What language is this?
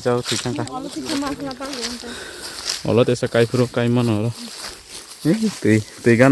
Kok Borok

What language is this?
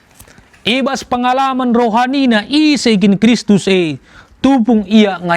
Batak Karo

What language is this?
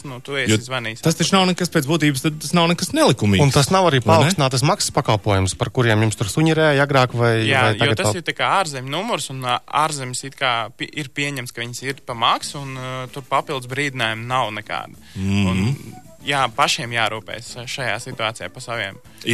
Latvian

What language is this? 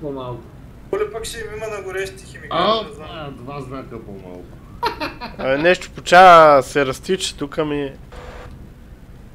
Bulgarian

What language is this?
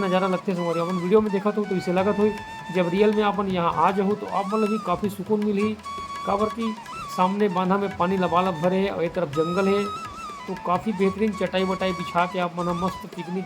Chhattisgarhi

